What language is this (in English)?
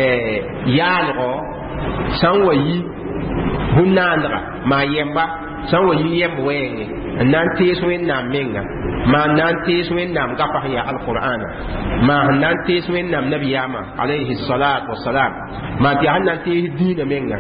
Mossi